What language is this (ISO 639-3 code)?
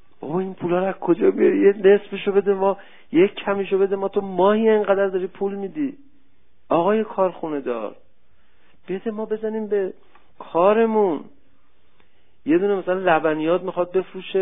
fas